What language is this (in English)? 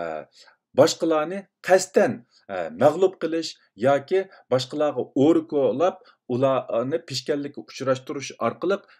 Uyghur